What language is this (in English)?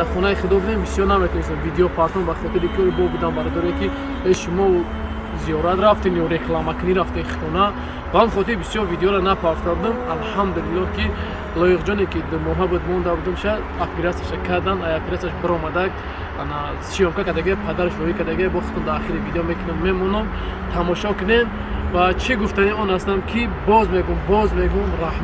Tajik